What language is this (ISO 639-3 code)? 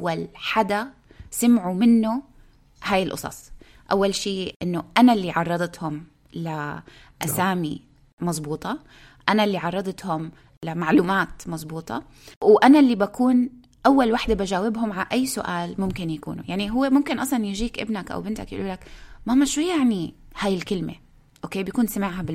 apc